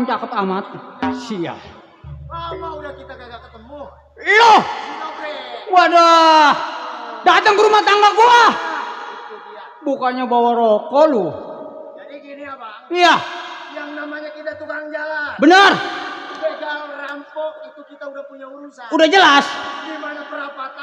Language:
Betawi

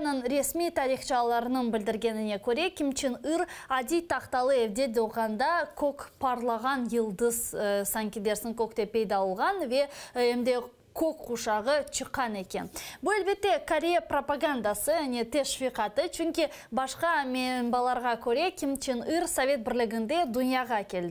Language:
Crimean Tatar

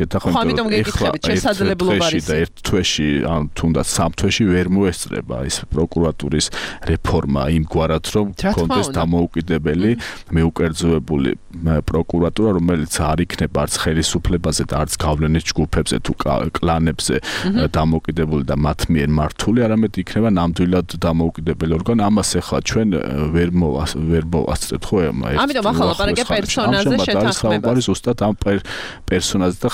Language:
Georgian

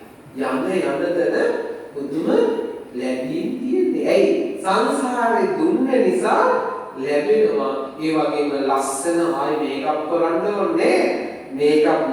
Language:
Sinhala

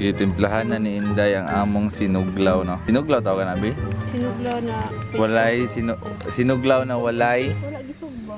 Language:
Cebuano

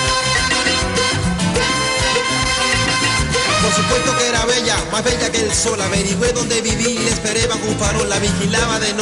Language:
Spanish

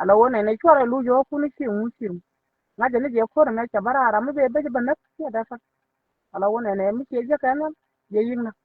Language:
Nuer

